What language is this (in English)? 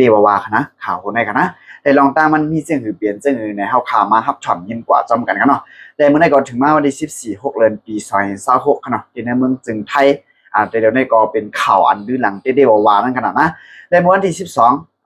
Shan